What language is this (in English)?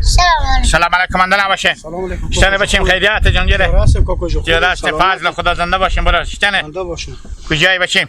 Hazaragi